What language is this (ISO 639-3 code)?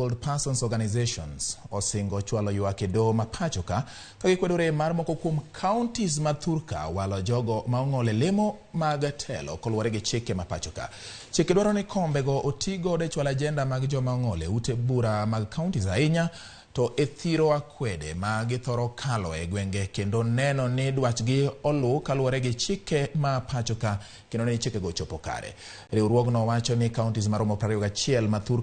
luo